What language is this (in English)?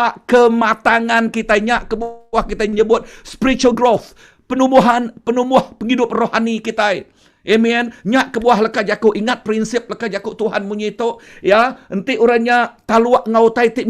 Iban